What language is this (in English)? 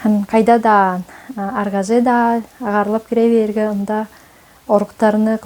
Tuvinian